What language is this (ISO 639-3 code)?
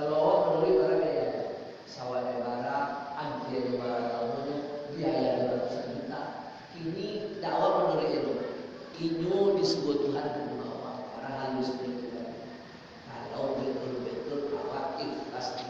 min